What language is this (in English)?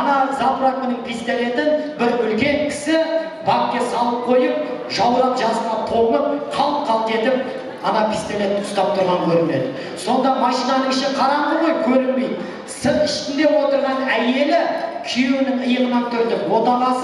Kazakh